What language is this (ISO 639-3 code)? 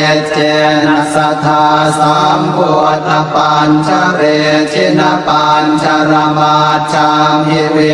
pli